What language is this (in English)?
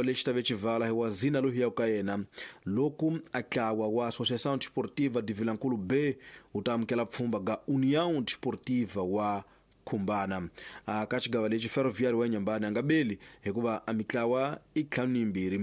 Tsonga